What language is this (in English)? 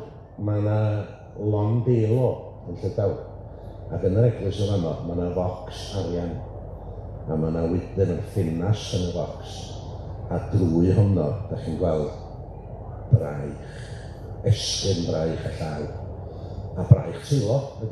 Welsh